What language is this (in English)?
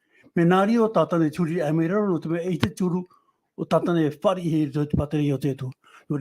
Tahitian